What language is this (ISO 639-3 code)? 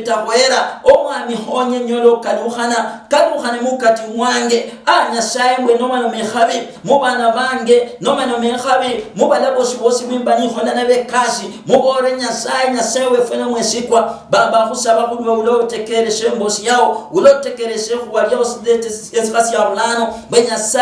luy